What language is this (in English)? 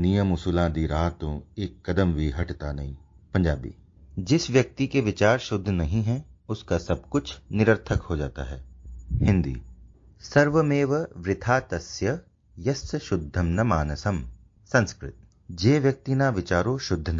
Sanskrit